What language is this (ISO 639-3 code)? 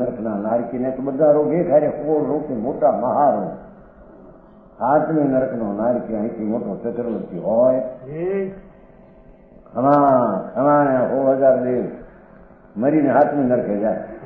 guj